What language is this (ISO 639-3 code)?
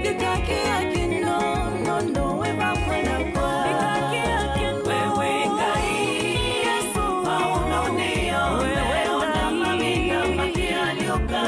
kam